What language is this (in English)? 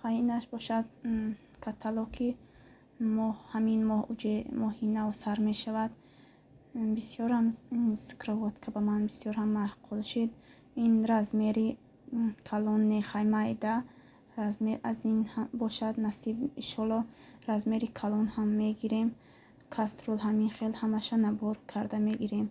Tajik